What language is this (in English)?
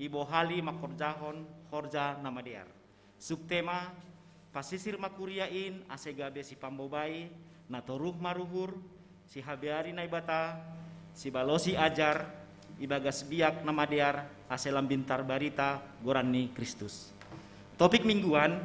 Batak Simalungun